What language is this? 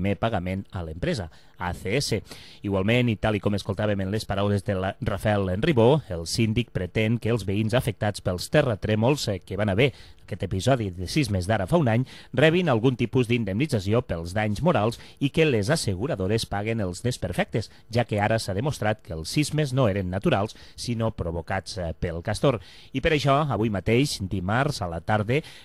Catalan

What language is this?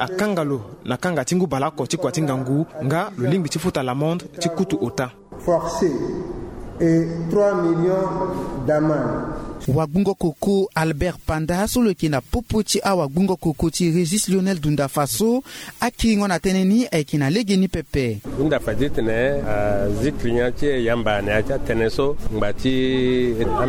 Sango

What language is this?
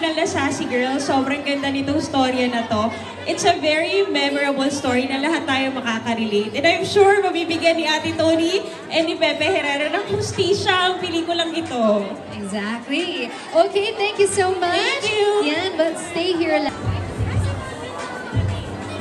Filipino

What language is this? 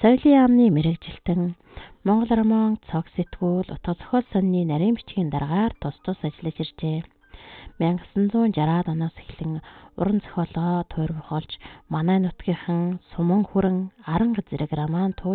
Mongolian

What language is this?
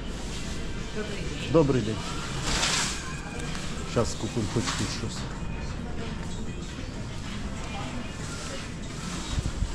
Ukrainian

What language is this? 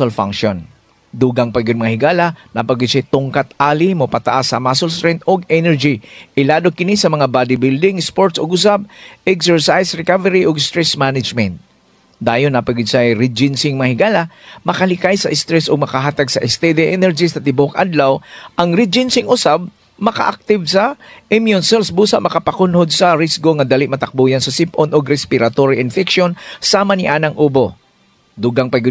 Cebuano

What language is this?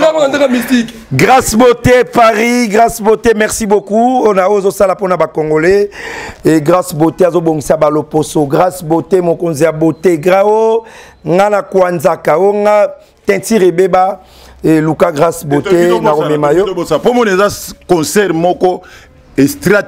Lingala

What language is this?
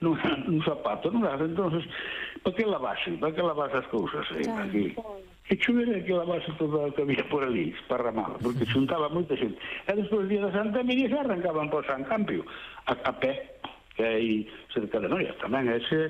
Galician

